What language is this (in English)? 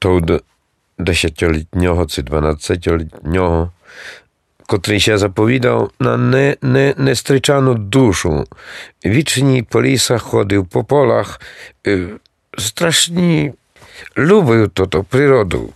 Rusyn